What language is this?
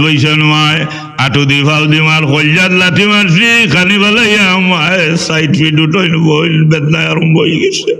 Sylheti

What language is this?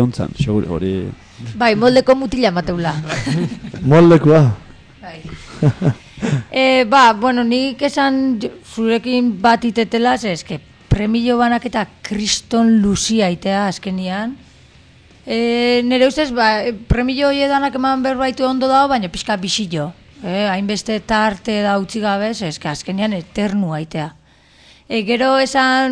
Basque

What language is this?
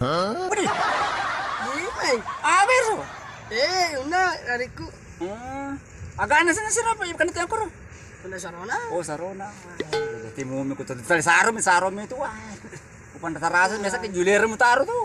Buginese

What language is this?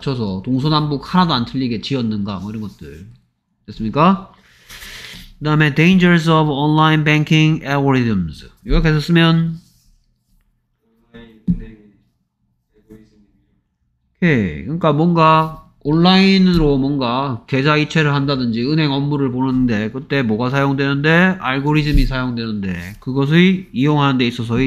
Korean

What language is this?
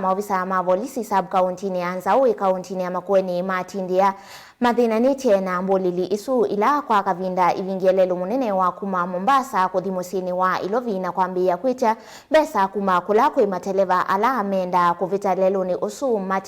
Kamba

